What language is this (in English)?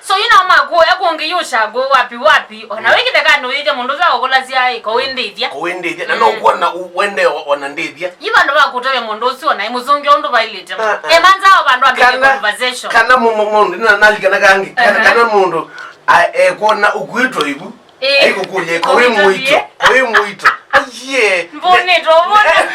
Kamba